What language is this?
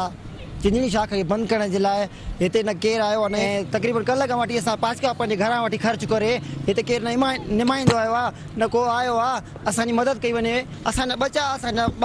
Sindhi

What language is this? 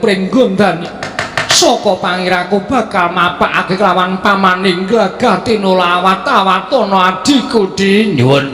Javanese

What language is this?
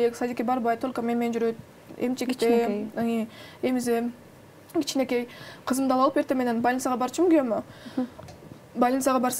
Kyrgyz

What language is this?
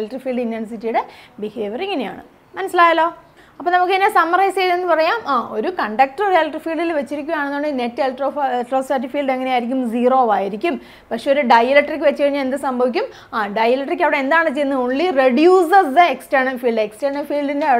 Malayalam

